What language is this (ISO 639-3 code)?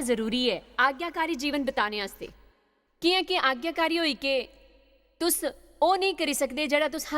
doi